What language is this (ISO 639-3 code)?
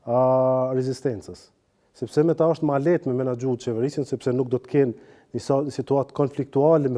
sqi